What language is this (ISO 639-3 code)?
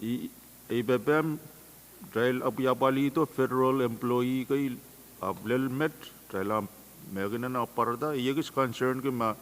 pon